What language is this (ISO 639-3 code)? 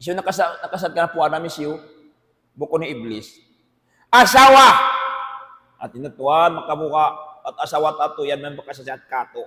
tsg